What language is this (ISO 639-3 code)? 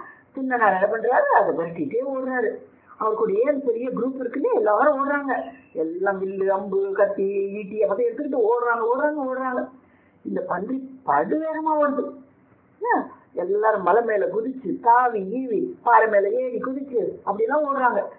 tam